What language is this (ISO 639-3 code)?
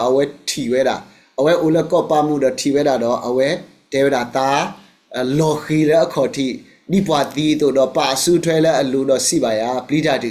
ksw